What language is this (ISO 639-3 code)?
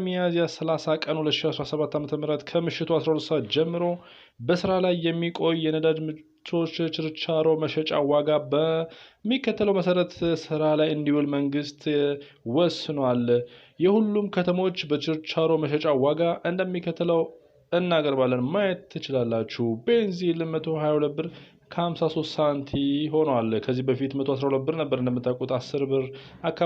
amh